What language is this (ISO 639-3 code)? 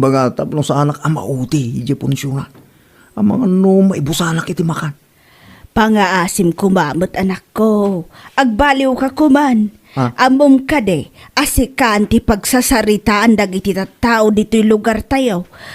ilo